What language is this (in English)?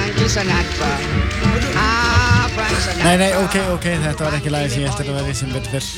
Icelandic